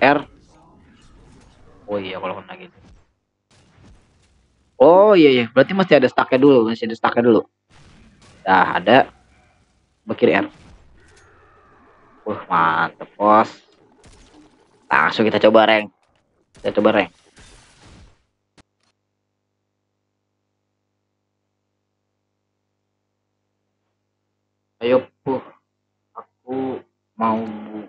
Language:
Indonesian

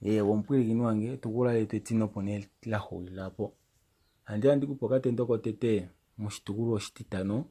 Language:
Kuanyama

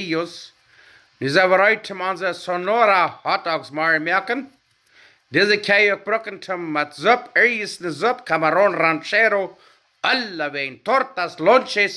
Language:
Plautdietsch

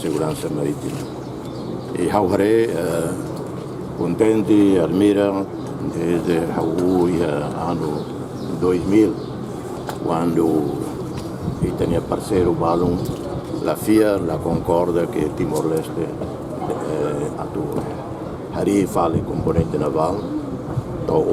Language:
Tetum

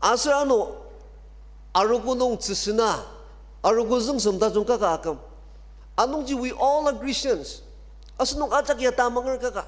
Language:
Ao Naga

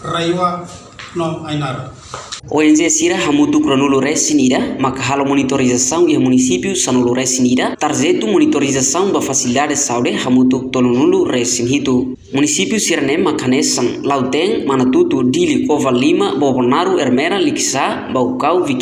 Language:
Tetum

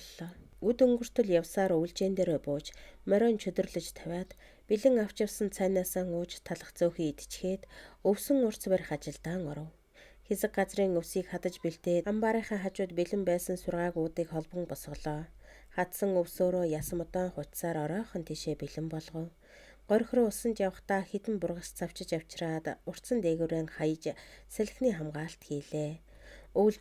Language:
Mongolian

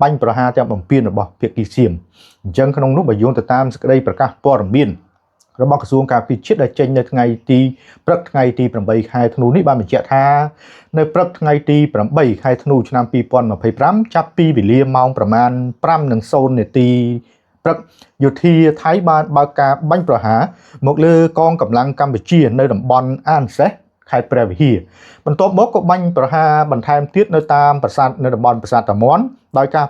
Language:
Khmer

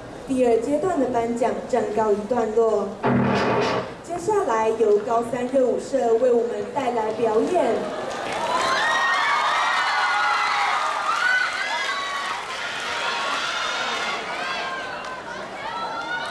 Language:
Chinese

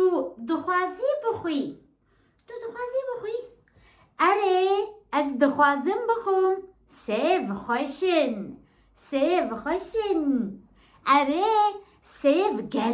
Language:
Kurdish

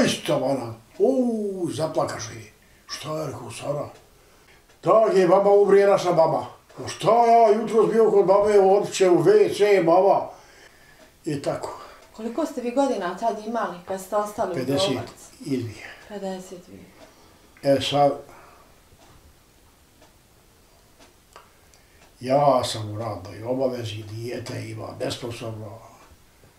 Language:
Bosnian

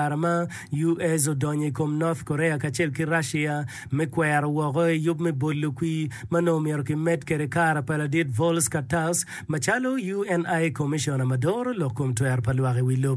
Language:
Acoli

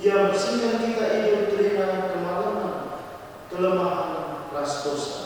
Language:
Batak Karo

